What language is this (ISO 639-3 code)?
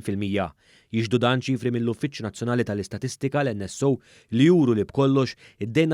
mlt